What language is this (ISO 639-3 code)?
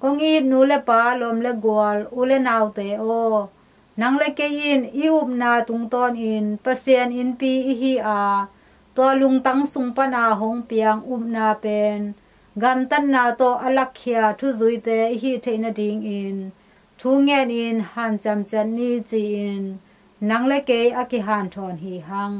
ctd